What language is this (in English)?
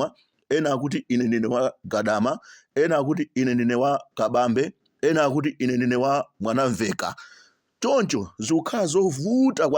Nyanja